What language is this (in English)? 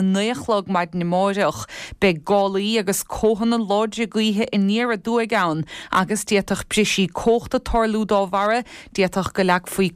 Irish